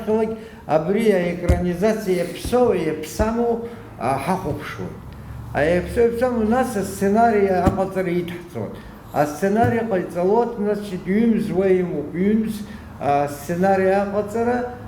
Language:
Abkhazian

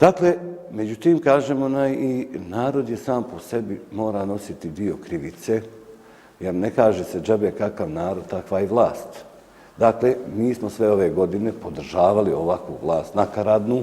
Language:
Bosnian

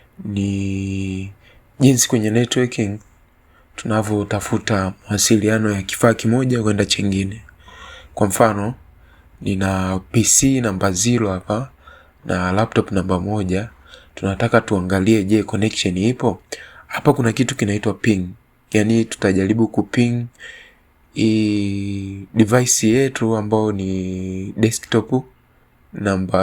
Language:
Swahili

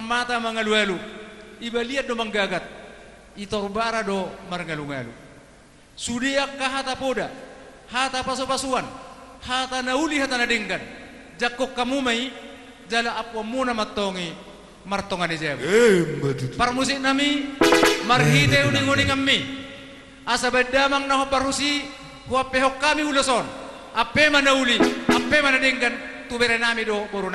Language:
Batak Toba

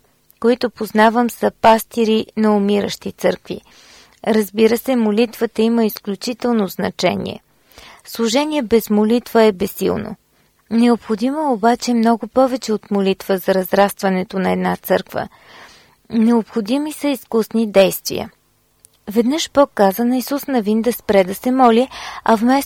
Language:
Bulgarian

